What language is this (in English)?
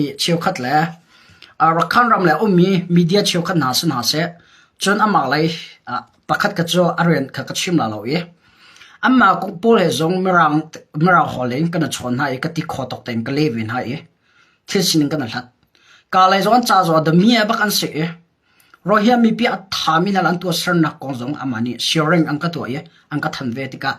Hakha Chin